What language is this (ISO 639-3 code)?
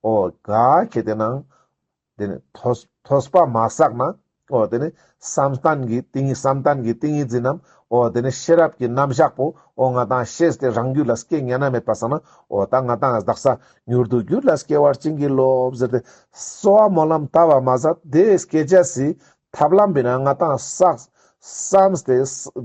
lbj